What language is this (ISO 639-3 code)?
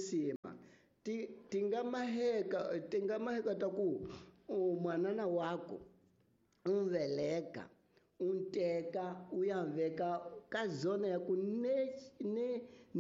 tso